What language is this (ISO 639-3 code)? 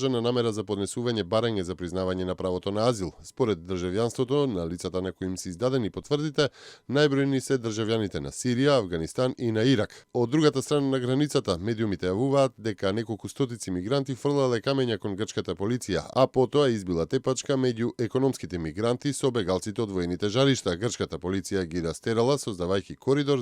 mkd